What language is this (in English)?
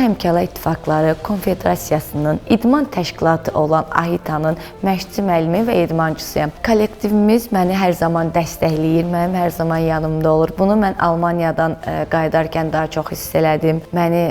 Azerbaijani